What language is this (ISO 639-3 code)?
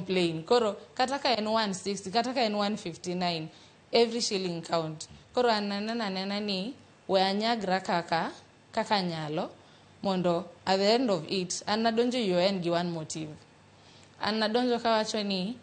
luo